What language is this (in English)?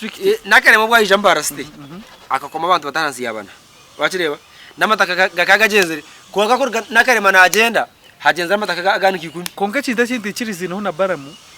Nyankole